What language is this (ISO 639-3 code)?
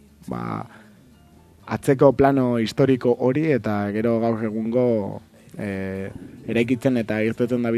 eus